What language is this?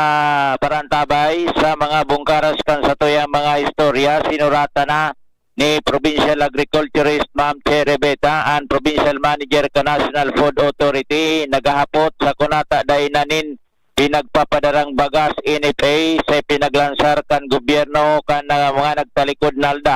Bikol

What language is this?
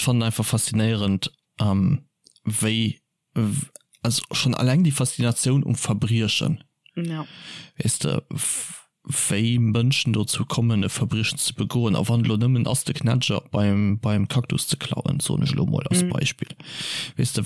Luxembourgish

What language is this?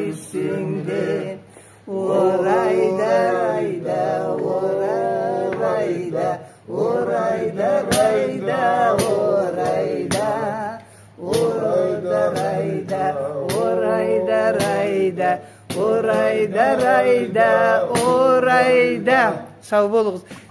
Karachay-Balkar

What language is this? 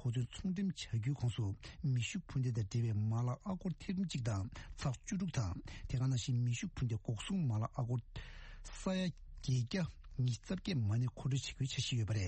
Tibetan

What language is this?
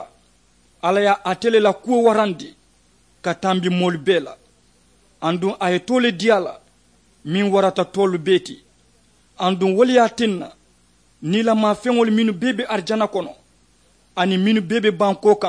Mandingo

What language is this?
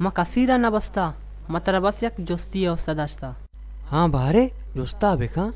Baluchi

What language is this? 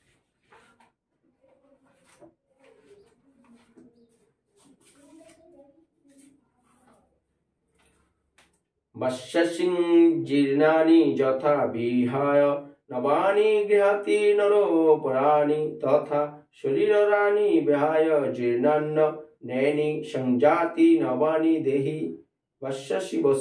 Bangla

